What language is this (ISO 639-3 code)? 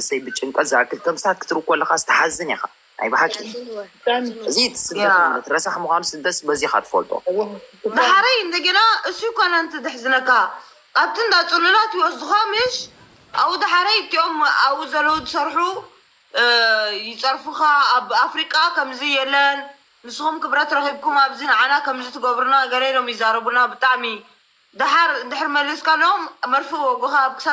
tir